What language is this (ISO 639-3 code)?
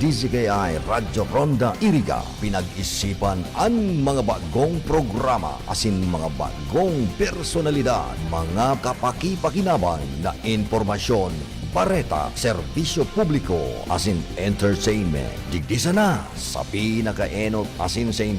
bik